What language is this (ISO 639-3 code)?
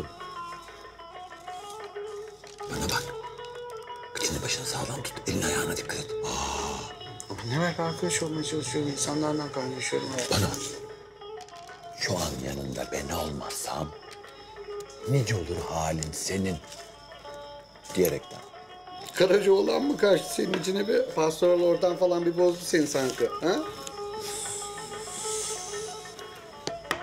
tur